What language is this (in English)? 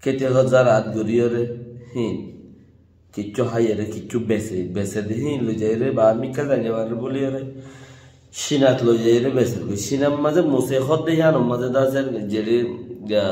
Rohingya